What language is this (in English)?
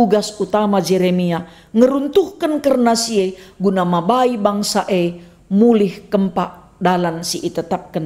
Batak Karo